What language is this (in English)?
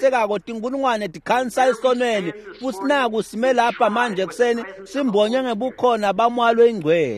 Swati